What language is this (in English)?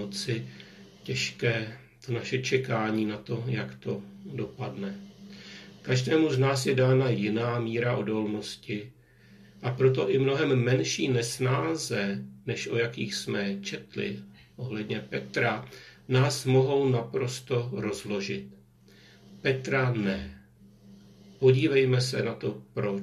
Czech